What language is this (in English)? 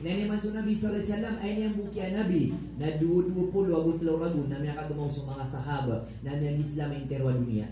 Maranao